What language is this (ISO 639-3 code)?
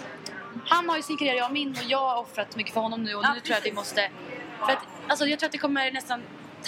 swe